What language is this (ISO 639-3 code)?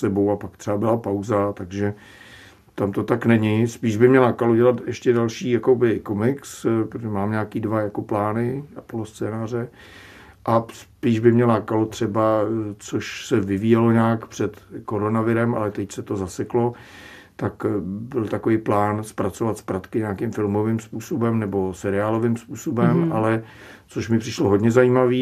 ces